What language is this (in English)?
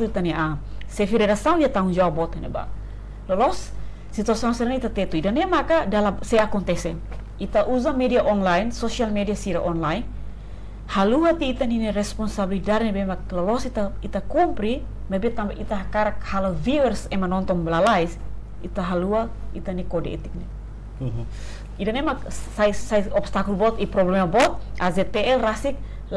Tetum